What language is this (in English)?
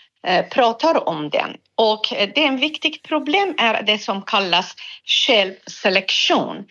Swedish